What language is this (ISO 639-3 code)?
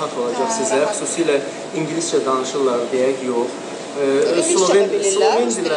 aze